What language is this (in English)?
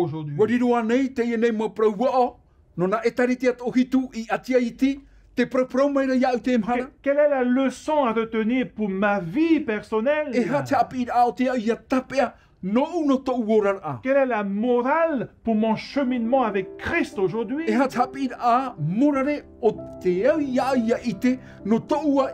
Tahitian